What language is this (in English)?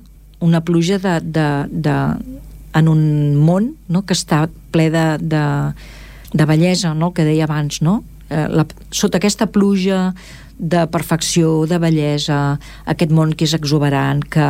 Catalan